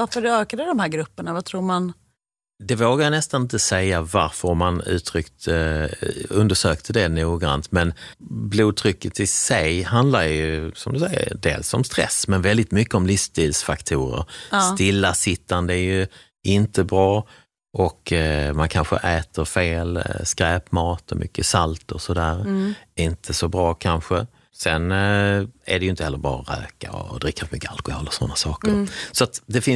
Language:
Swedish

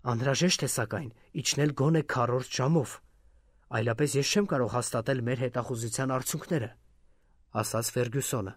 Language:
Armenian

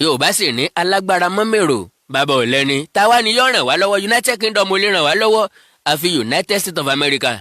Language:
Yoruba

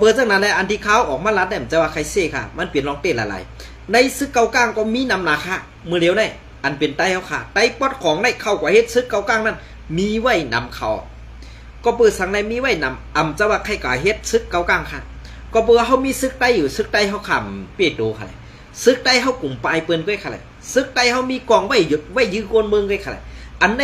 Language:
Shan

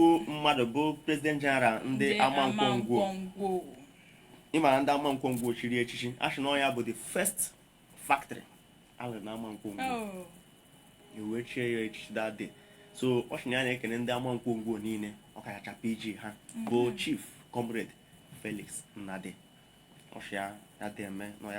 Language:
Igbo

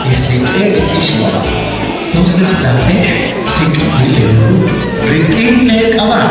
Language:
Kekchí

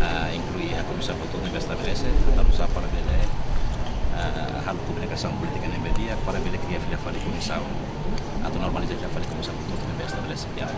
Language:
Tetum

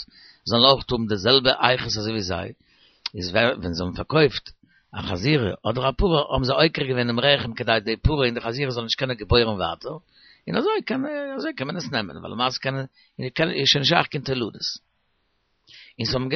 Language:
Yiddish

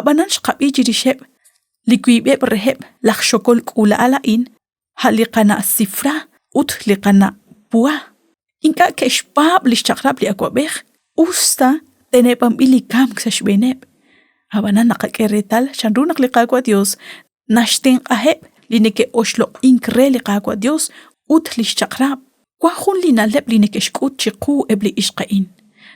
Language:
Kekchí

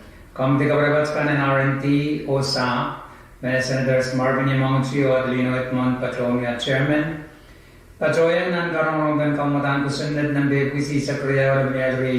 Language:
Pohnpeian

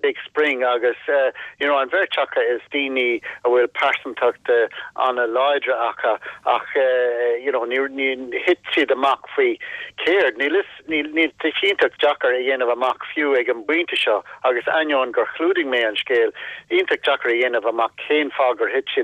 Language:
Irish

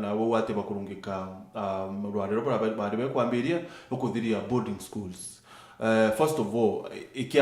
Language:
Meru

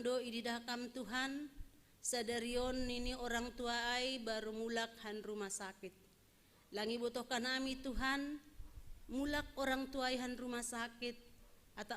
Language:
Batak Simalungun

